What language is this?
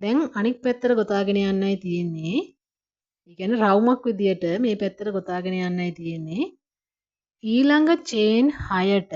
Sinhala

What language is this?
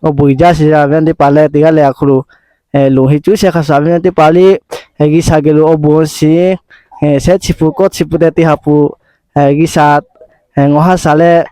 Lahu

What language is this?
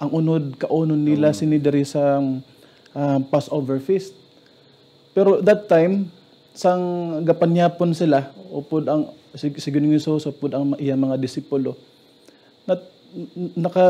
Hiligaynon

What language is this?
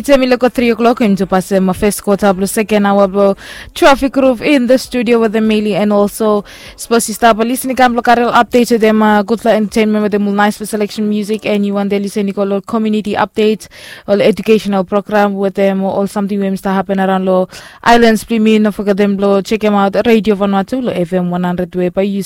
Bislama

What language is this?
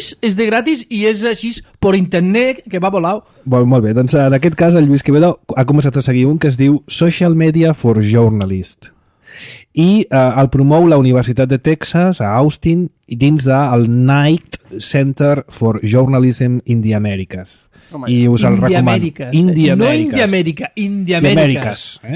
Catalan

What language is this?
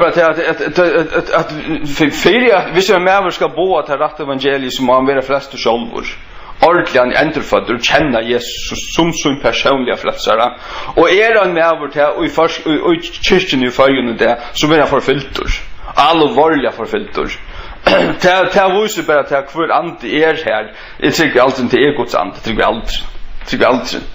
Faroese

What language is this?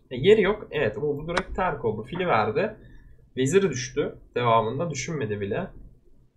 Turkish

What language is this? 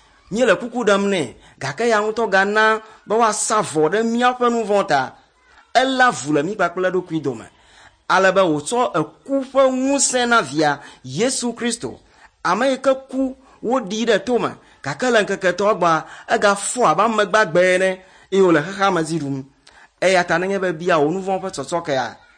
Ewe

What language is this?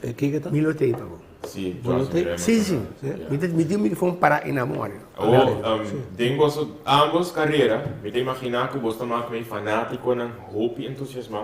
Papiamento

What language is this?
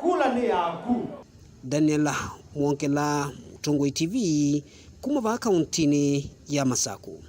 Kamba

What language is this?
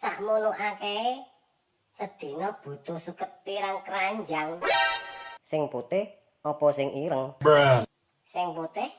Javanese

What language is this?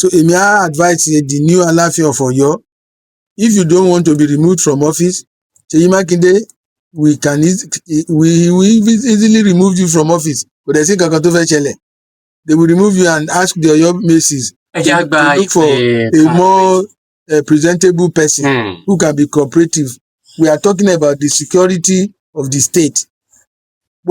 Yoruba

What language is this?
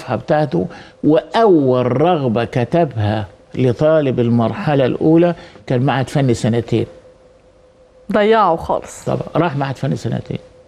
Egyptian Arabic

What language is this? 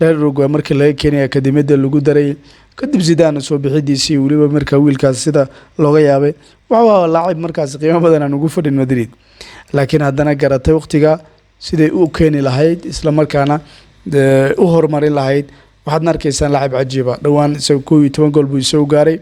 Somali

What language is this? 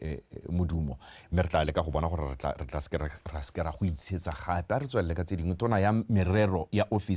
Tswana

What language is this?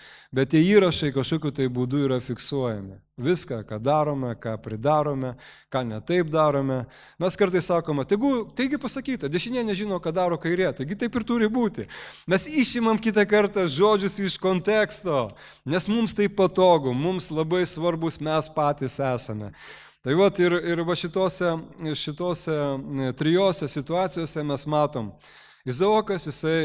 Lithuanian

